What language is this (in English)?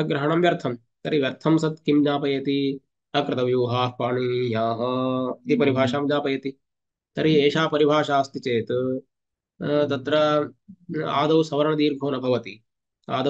Sanskrit